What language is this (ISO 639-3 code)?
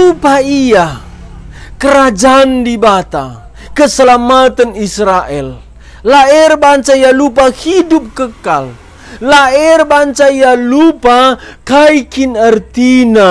btx